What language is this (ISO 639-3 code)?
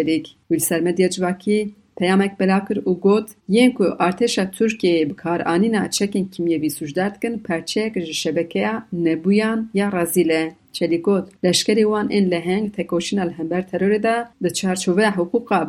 kur